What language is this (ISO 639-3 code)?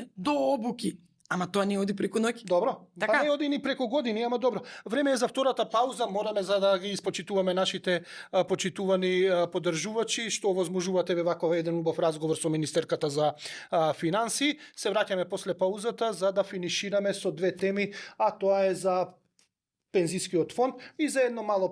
mkd